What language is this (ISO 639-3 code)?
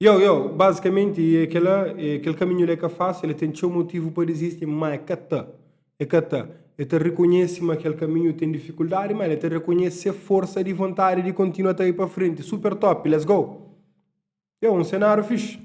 kea